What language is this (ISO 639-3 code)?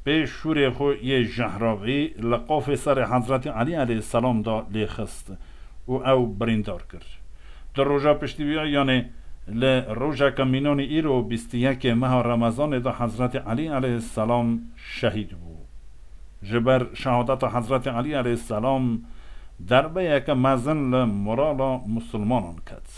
kur